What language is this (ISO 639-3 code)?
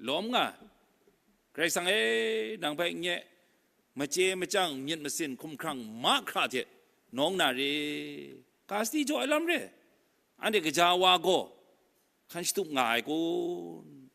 kac